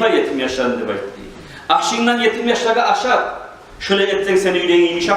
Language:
Kumyk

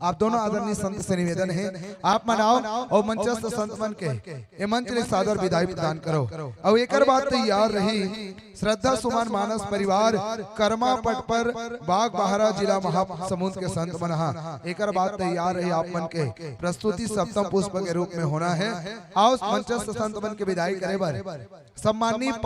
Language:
Chhattisgarhi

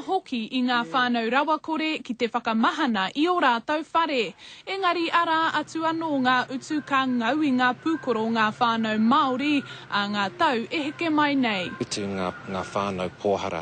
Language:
Māori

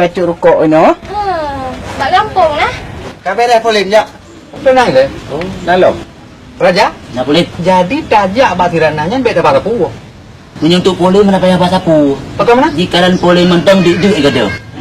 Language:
Achinese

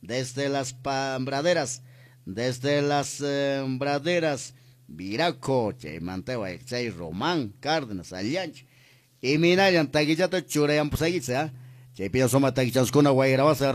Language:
Quechua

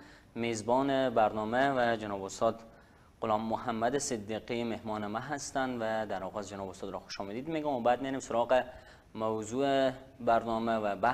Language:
Persian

